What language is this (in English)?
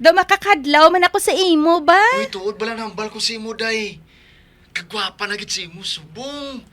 Hiligaynon